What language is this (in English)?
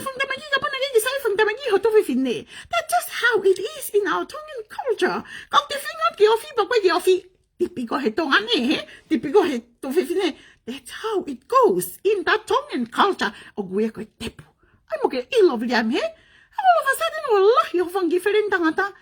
Tongan